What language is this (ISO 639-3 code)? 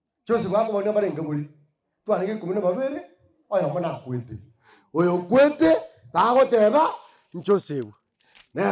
guz